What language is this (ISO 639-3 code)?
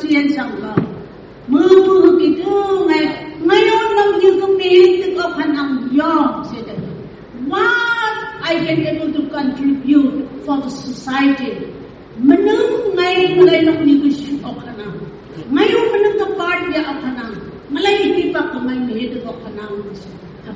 nph